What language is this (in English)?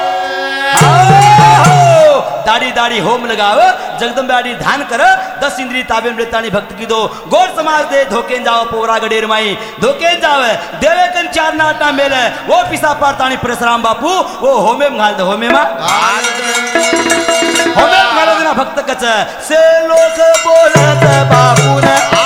Lambadi